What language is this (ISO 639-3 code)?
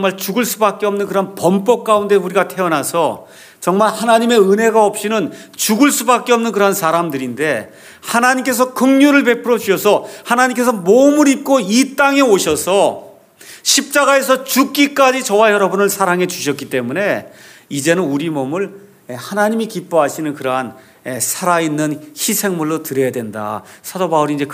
kor